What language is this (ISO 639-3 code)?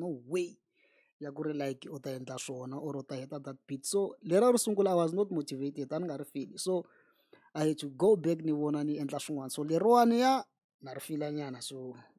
tso